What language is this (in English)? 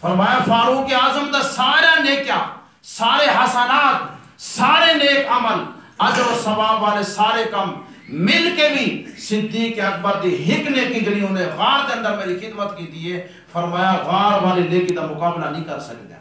Saraiki